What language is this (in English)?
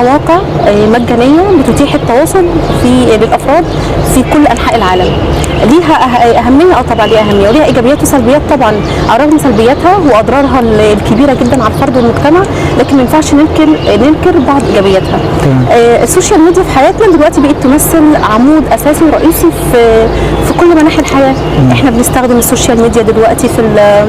Egyptian Arabic